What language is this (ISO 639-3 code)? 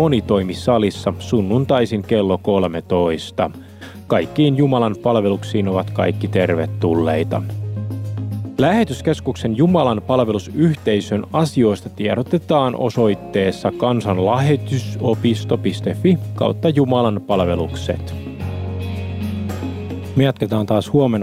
fin